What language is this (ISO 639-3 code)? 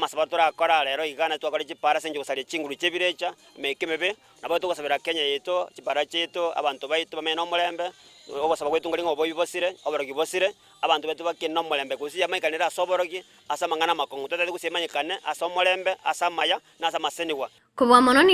guz